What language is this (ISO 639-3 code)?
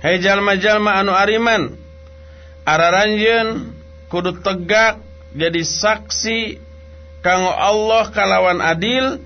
sun